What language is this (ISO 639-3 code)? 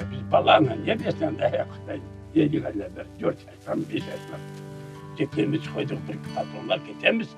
crh